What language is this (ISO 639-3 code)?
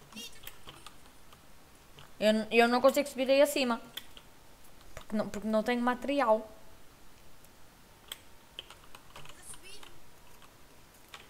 por